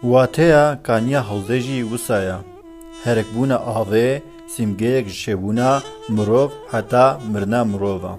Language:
Kurdish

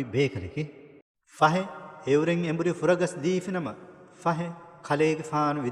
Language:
Divehi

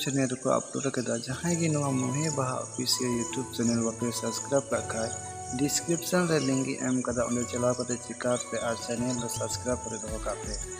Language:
Santali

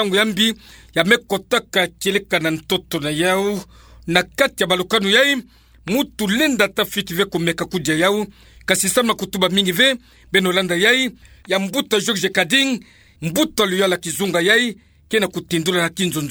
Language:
Kituba (Democratic Republic of Congo)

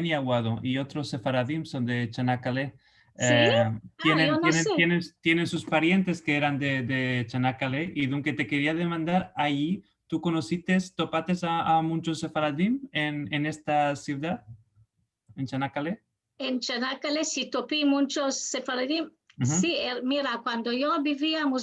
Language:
Ladino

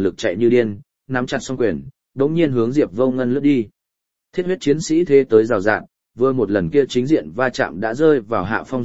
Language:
Vietnamese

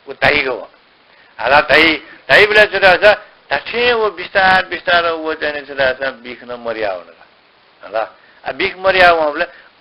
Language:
Newari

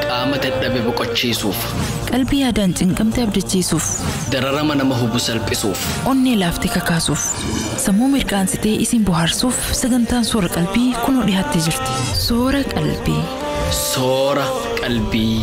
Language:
Oromo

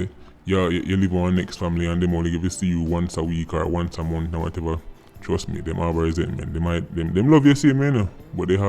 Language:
Jamaican Creole English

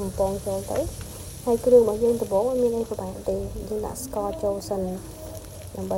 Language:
Khmer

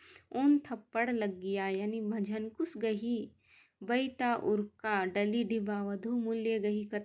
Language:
Kurukh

